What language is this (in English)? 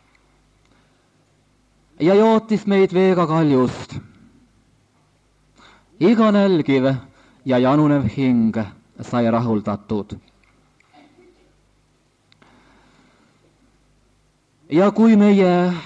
Estonian